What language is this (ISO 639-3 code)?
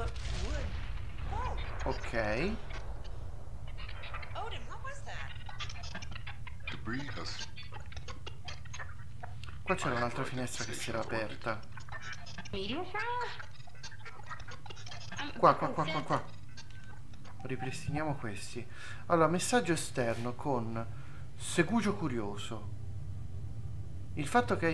ita